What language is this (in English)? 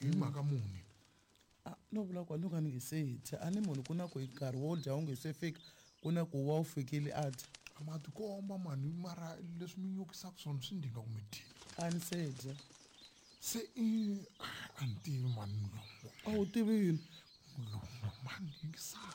Tsonga